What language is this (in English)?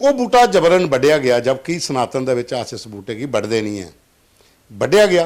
Dogri